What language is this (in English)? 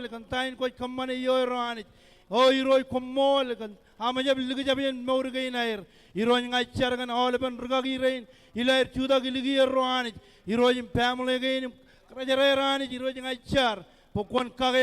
Marshallese